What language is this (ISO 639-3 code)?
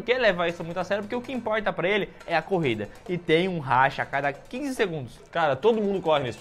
por